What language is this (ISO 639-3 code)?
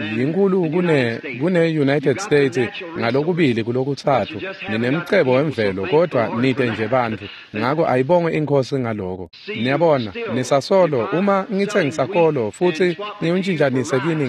ssw